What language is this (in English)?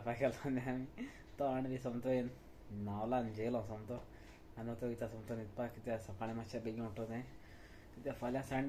Konkani